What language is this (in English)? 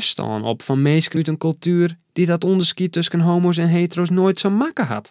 Western Frisian